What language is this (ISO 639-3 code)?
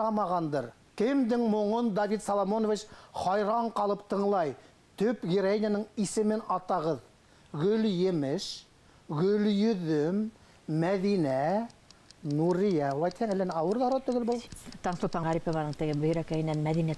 bak